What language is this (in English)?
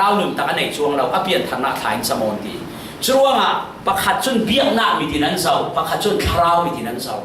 Falam Chin